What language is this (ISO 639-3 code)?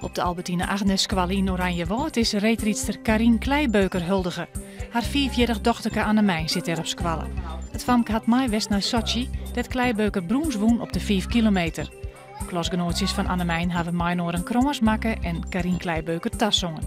fry